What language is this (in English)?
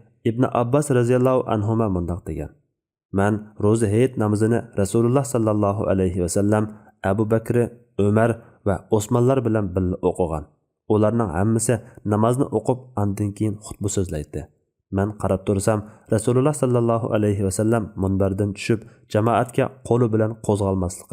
Uyghur